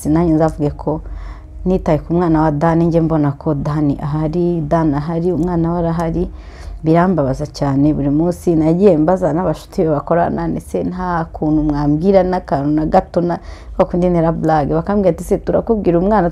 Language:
Kinyarwanda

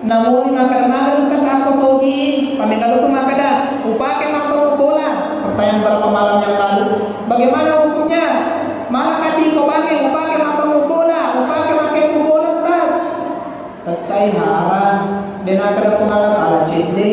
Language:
Buginese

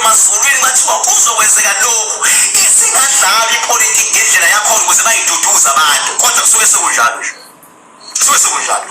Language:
Zulu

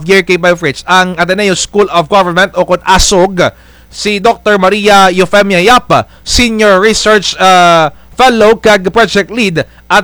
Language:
Kinaray-a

